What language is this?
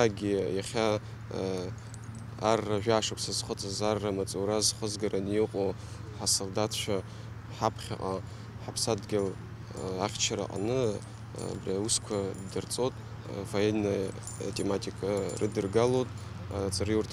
Abkhazian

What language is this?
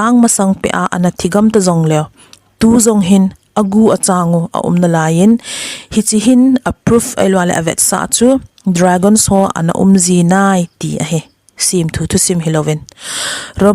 Thado Chin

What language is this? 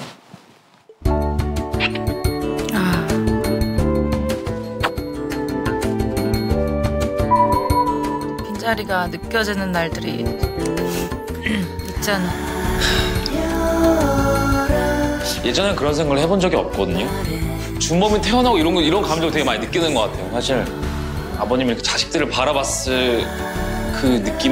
Korean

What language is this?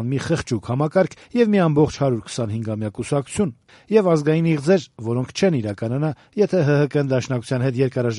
Armenian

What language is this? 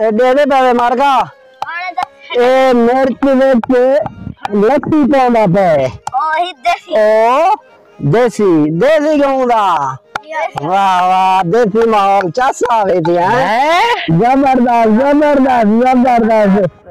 Saraiki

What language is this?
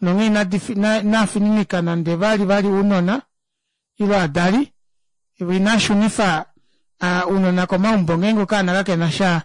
Kuanyama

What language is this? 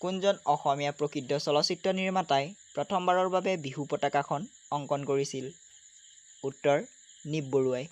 Assamese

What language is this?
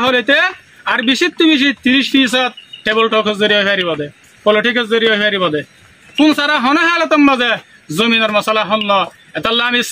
Rohingya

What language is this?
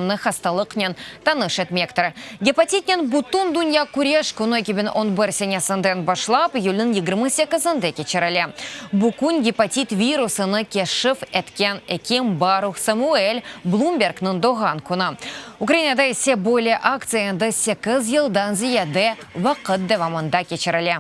Crimean Tatar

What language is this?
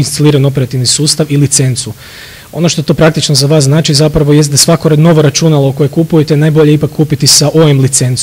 Croatian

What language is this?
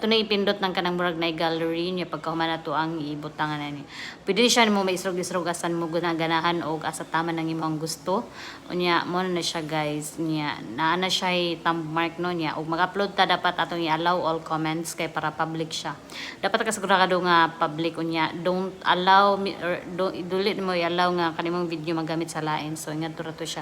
Cebuano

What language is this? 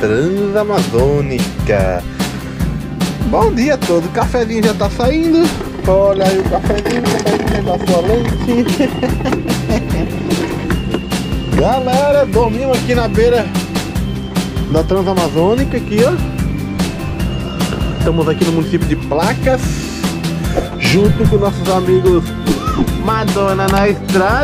Portuguese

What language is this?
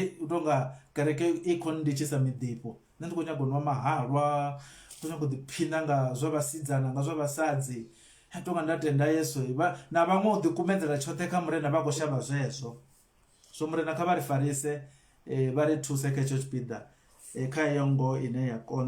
Venda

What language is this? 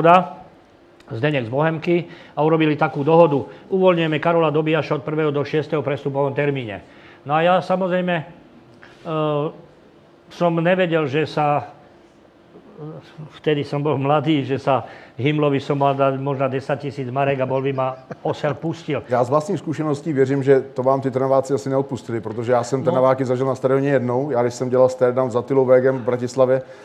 Czech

